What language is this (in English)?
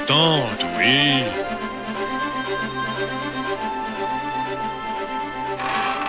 French